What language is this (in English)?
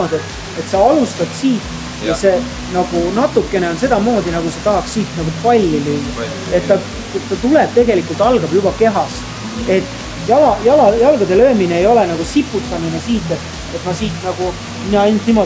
Estonian